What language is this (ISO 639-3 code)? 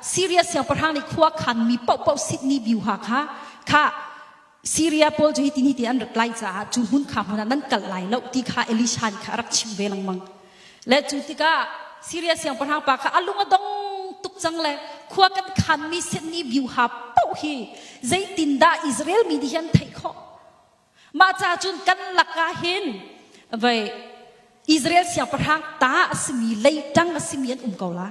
cnh